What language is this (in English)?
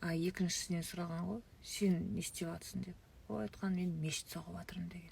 Kazakh